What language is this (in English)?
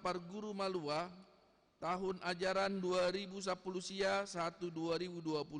Batak Toba